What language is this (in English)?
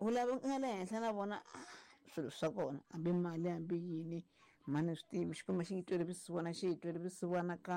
Tsonga